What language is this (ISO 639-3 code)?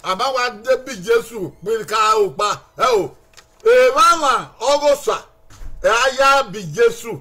bin